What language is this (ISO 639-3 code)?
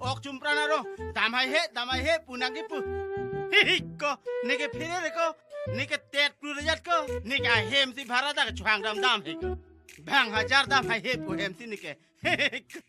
mjw